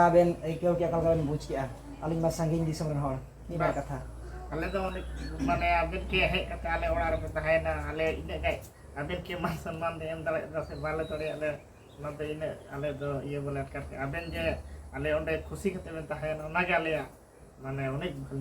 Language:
Santali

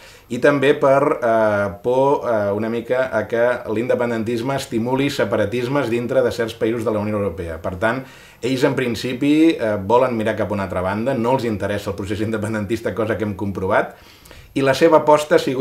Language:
Catalan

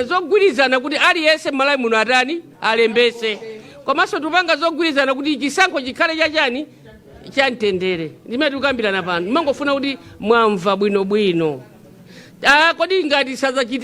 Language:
Nyanja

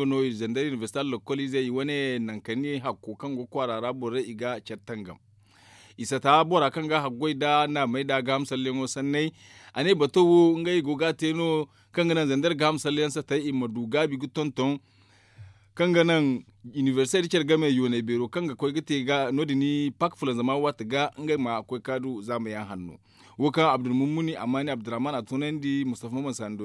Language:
Zarma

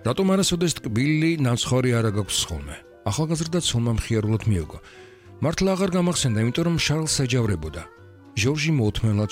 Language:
Georgian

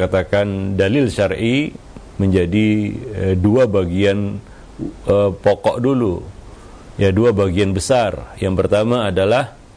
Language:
Indonesian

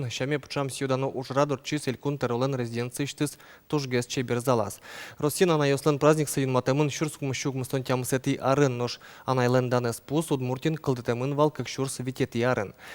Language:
Udmurt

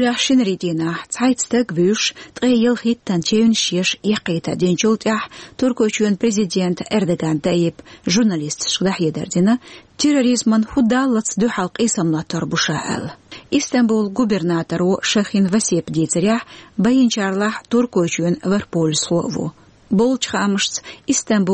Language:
Chechen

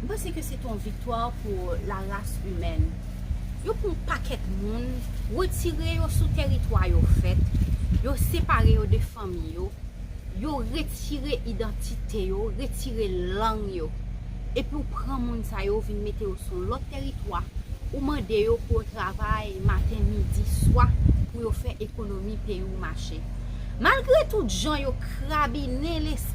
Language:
Haitian Creole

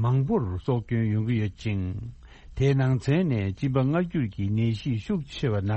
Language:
Tibetan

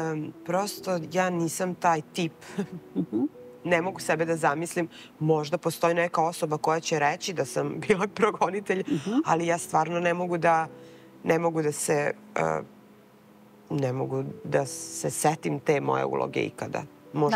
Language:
Serbian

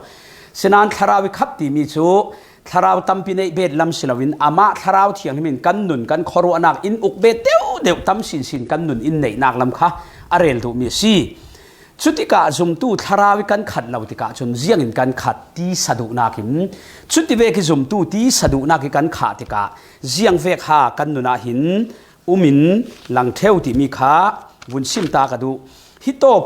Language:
Falam Chin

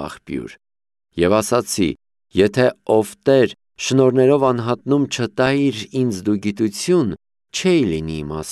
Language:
Armenian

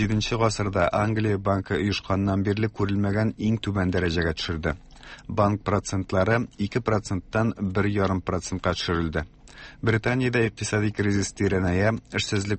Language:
Tatar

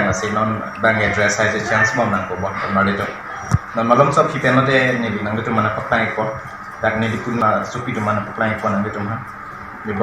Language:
Karbi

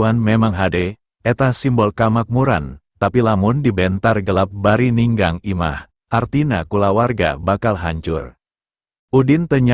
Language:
Sundanese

